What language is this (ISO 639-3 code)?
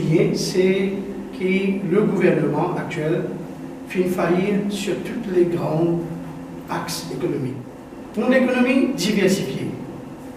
mfe